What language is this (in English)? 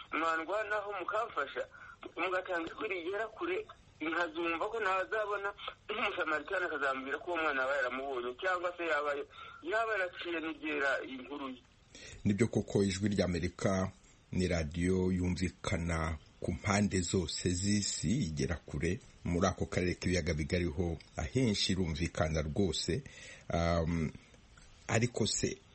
Kinyarwanda